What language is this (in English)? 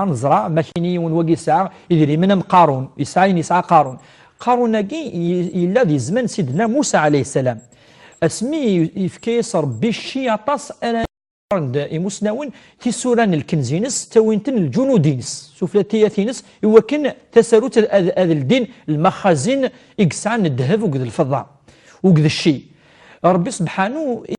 Kabyle